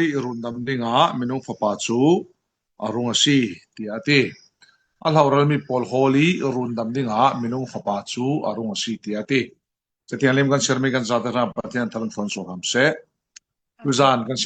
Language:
Falam Chin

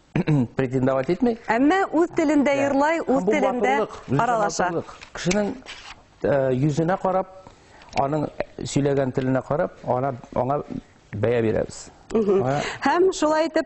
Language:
Bashkir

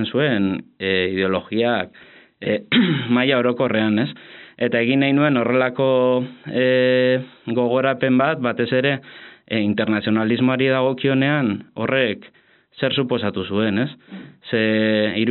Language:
Basque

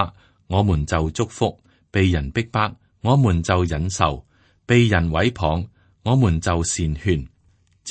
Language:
Cantonese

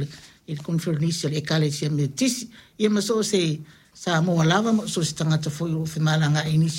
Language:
Samoan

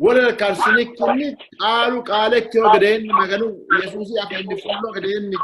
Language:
Sidamo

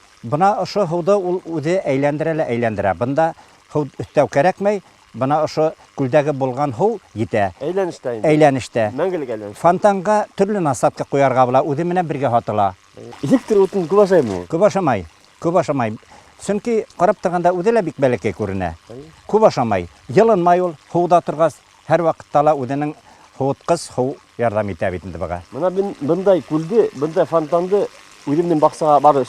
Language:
Bashkir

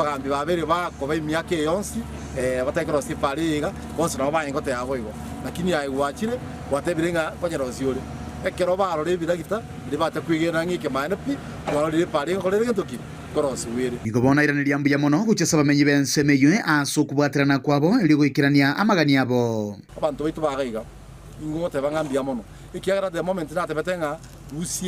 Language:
Gusii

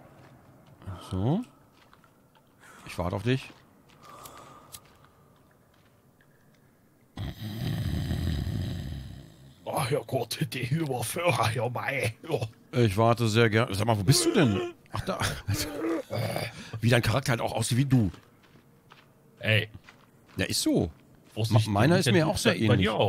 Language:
German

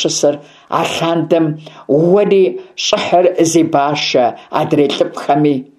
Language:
Kabardian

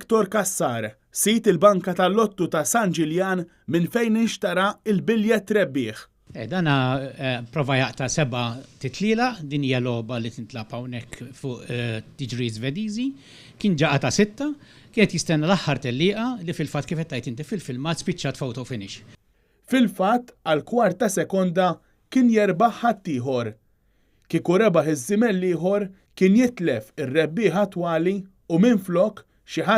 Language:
Maltese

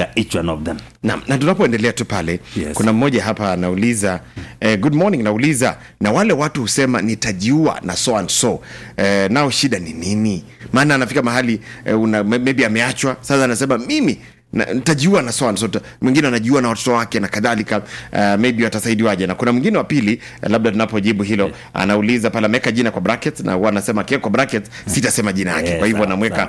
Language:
Swahili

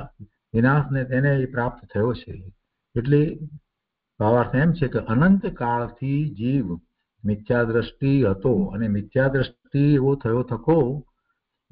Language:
Gujarati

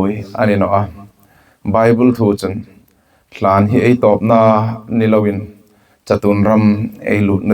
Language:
Hmar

